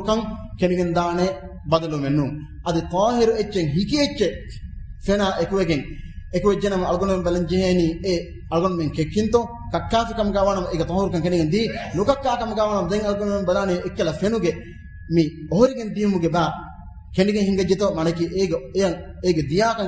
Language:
Divehi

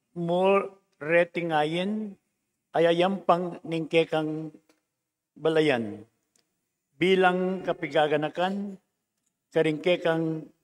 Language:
Pampanga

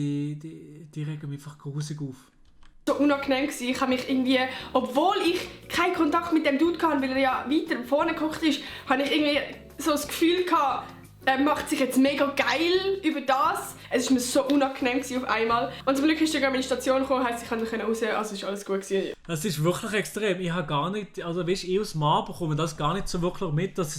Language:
Swiss German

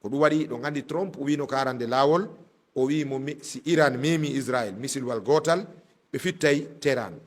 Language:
Fula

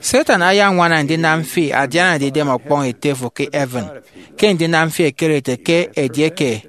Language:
Efik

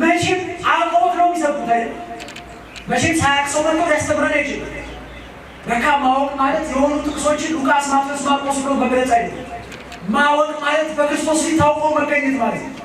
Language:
Amharic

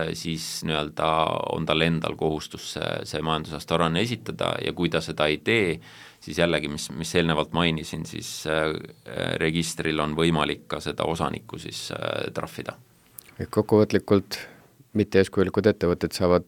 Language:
Estonian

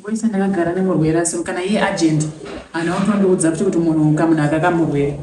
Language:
Shona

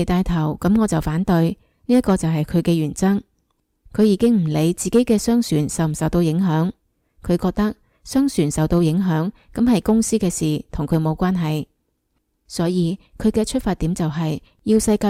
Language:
Cantonese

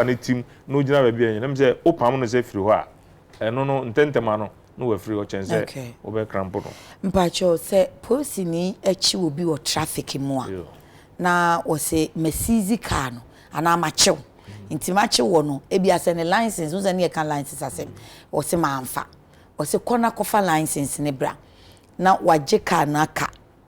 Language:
Akan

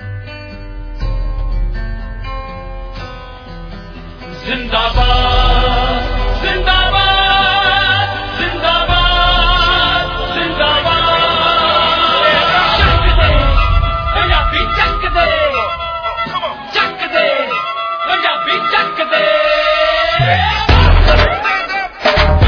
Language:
Punjabi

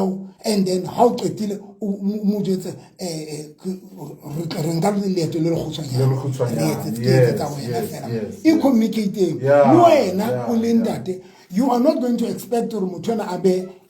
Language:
Southern Sotho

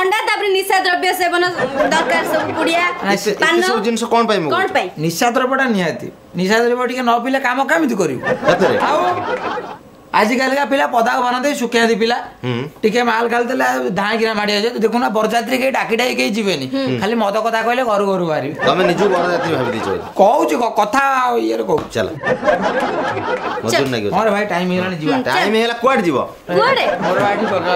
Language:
Odia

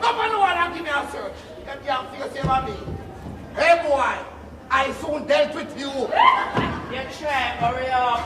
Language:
Jamaican Creole English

